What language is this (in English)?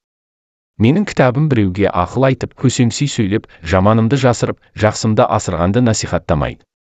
Kazakh